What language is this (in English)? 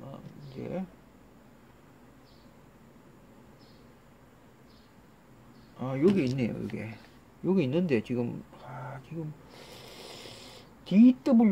Korean